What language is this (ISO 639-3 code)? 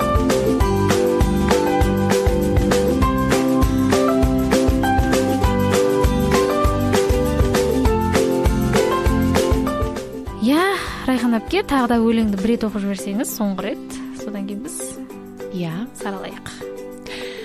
kaz